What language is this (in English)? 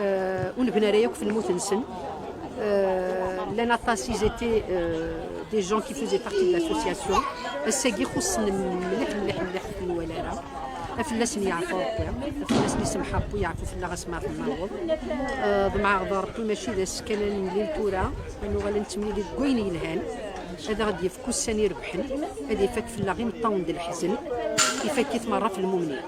Kabyle